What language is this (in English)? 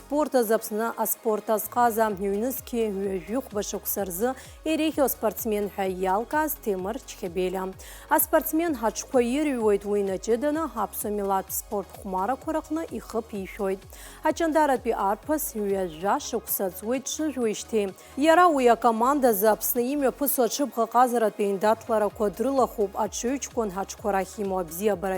Abkhazian